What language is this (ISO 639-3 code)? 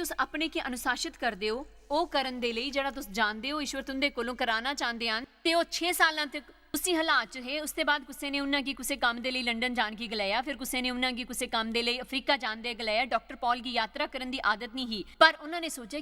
doi